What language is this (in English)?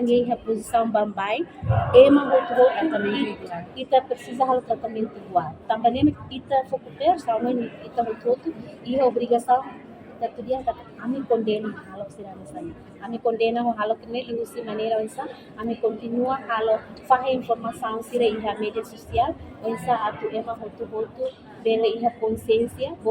Tetum